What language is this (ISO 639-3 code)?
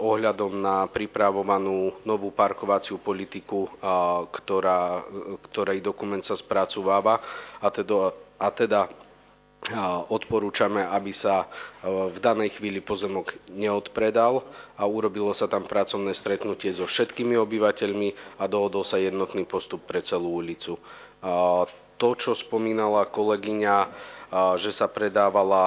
slk